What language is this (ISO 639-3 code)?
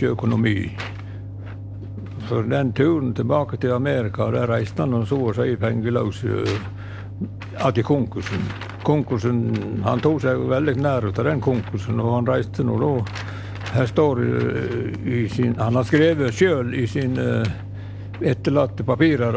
nor